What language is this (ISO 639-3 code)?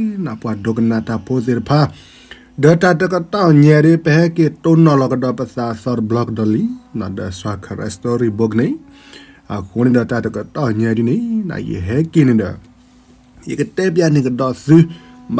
ksw